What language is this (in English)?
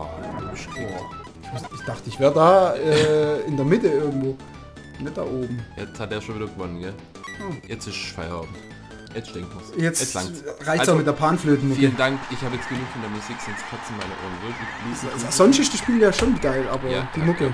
German